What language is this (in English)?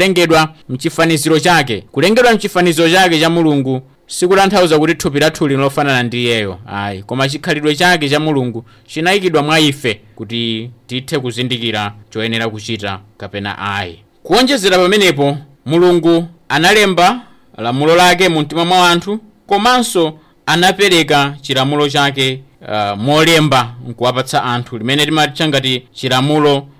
Nyanja